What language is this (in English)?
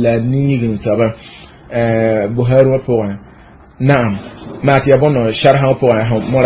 Mossi